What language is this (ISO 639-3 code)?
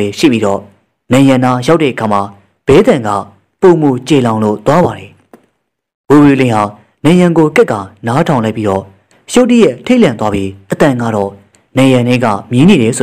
mya